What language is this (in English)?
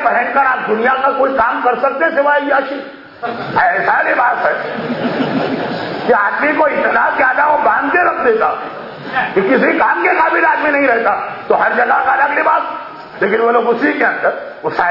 Urdu